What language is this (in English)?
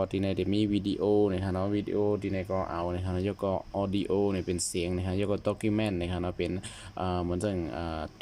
Shan